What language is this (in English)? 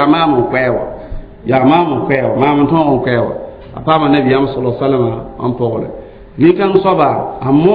Mossi